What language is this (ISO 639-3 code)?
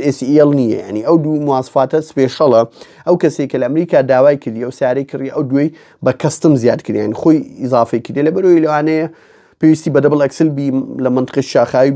ckb